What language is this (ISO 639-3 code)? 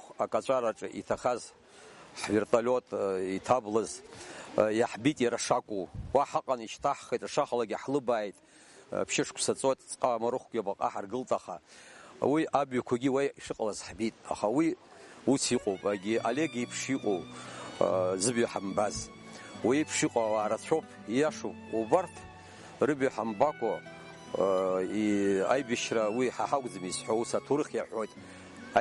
abk